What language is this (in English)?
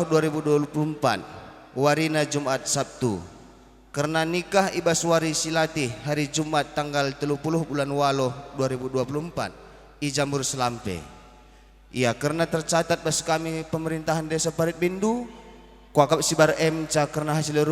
Batak Karo